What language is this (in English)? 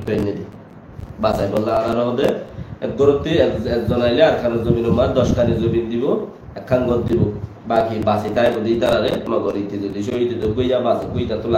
Rohingya